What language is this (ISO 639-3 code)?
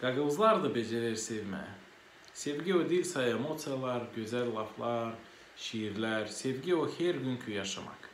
gag